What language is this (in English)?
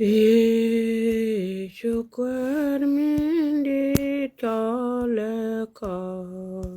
Nuer